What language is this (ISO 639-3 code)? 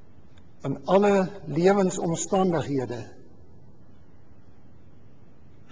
afr